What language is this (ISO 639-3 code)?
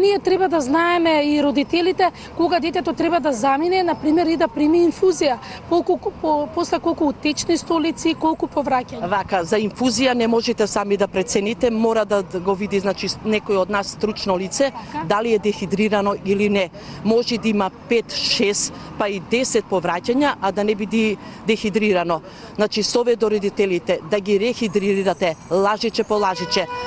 mkd